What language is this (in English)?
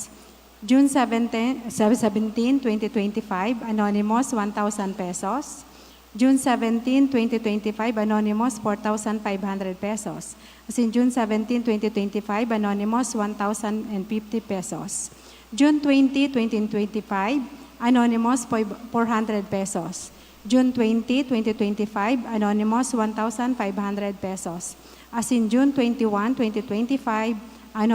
Bikol